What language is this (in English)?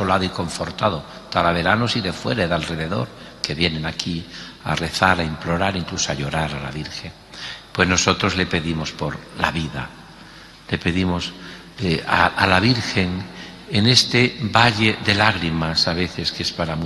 Spanish